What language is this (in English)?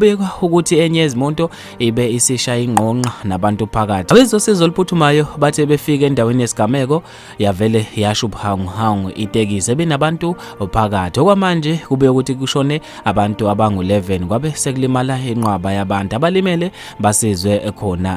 Zulu